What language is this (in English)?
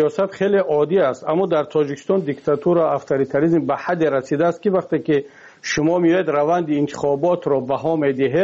Persian